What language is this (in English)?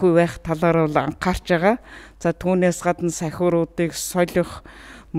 Mongolian